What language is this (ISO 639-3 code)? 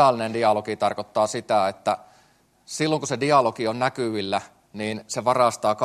fin